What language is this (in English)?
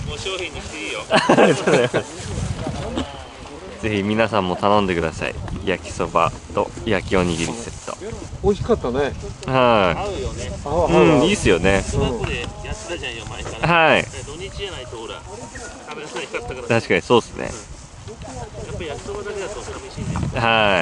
Japanese